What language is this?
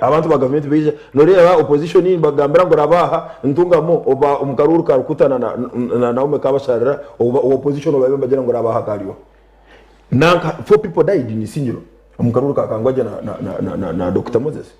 Nyankole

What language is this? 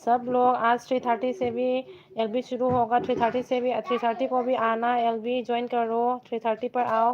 Manipuri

